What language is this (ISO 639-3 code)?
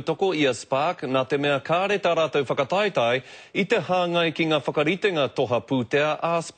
mri